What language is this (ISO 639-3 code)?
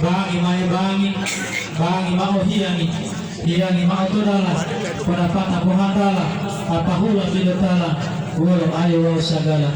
gor